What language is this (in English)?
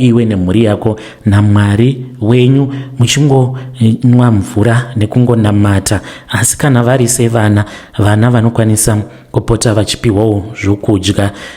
Shona